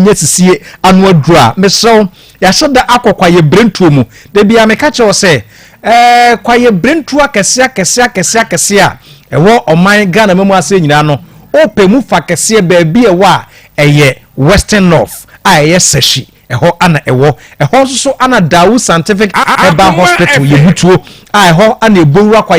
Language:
Akan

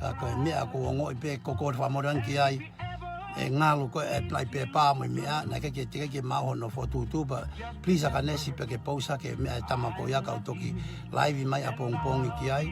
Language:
Tongan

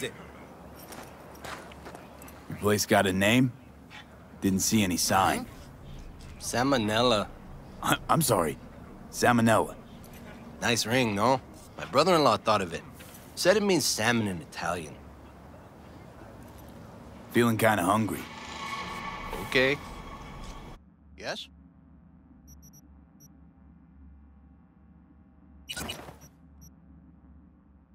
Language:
English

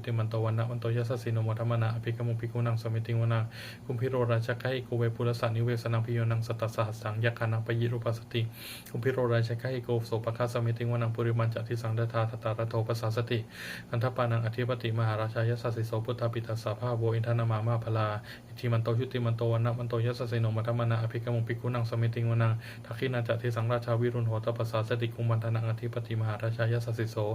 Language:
Pali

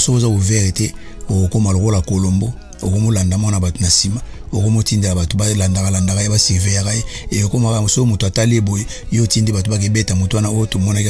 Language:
Lingala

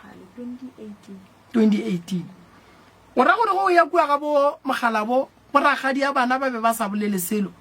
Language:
Northern Sotho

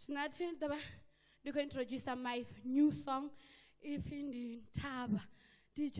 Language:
Venda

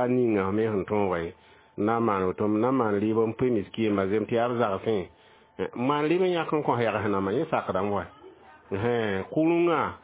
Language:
Mossi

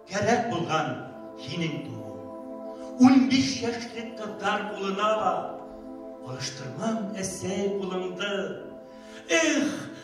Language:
Bashkir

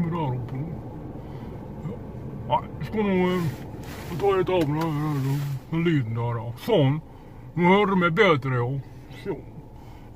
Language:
Norwegian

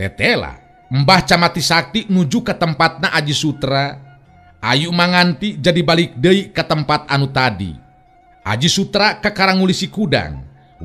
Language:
Sundanese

